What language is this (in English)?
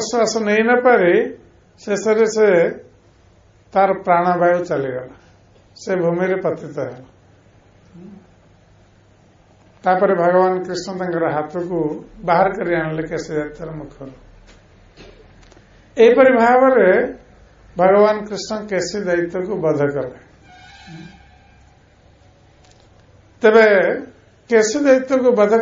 Odia